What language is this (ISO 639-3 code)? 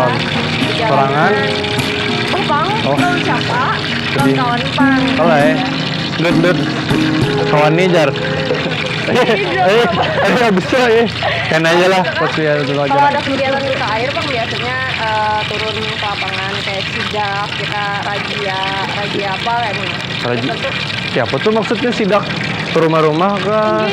bjn